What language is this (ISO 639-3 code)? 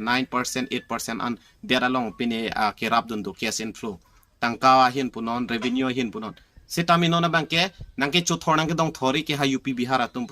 mjw